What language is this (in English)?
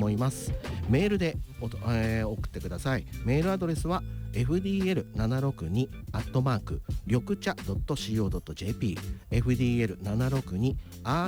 Japanese